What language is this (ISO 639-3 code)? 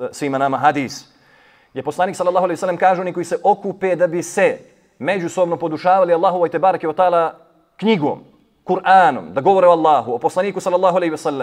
bos